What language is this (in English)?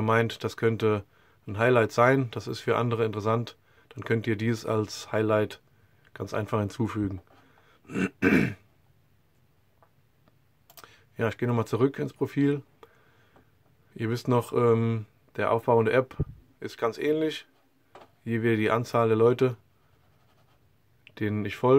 German